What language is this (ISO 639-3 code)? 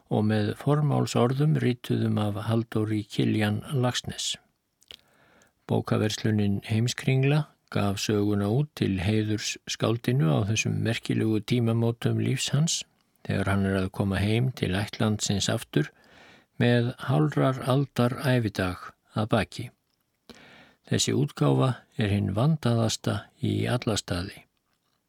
isl